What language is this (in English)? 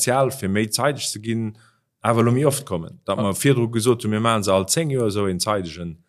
Luxembourgish